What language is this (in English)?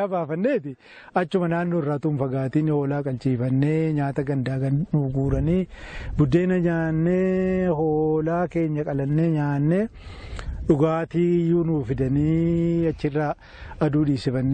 Oromo